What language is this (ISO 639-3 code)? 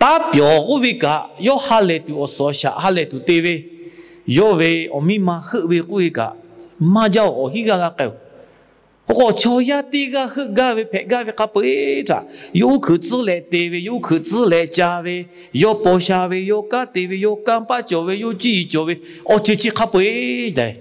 lhu